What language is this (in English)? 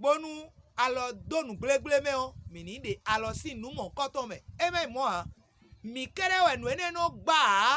Fon